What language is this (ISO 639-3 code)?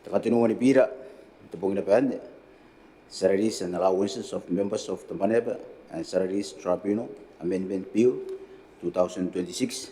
gil